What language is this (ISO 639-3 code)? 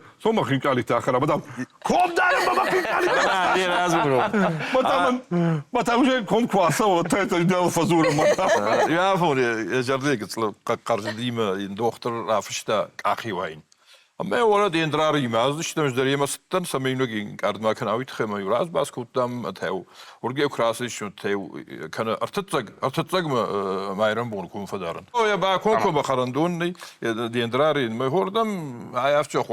oss